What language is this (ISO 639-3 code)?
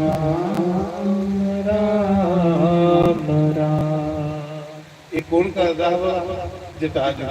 doi